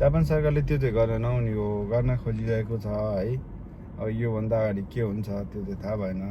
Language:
Nepali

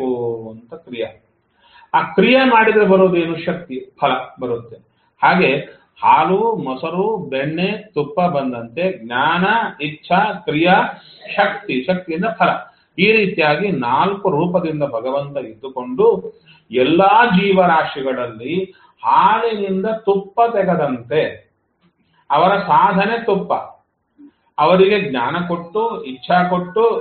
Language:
Kannada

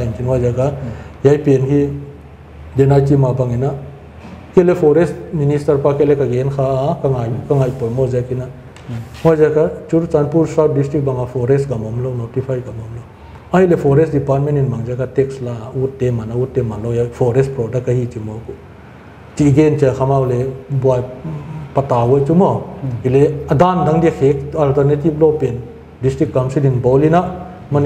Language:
Paite Chin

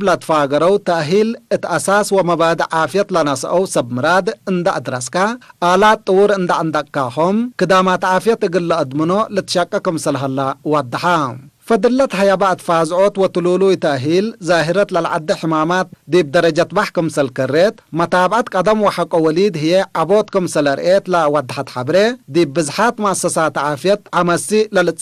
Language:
Tigre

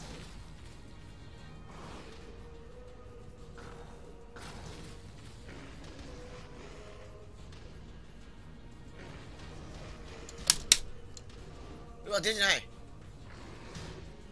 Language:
Japanese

